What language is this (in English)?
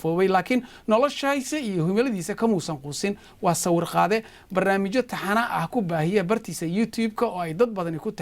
Somali